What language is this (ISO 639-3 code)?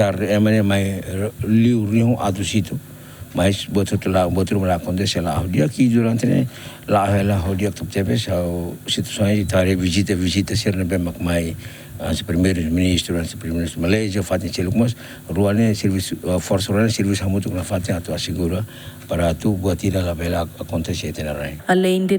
tet